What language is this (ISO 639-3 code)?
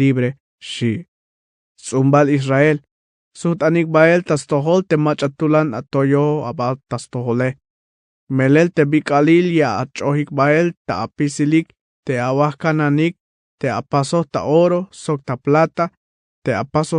tzh